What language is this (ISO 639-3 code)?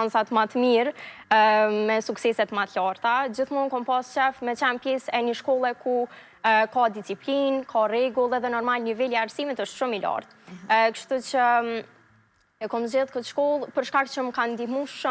sqi